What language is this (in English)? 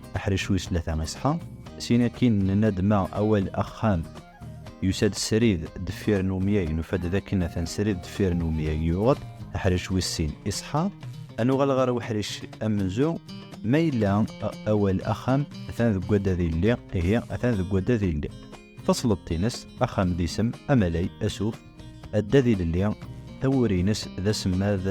Kabyle